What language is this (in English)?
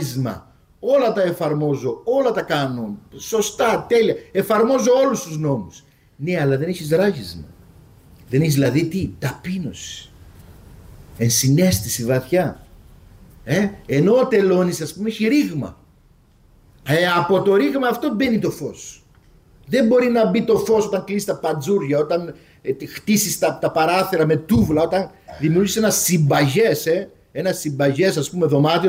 Greek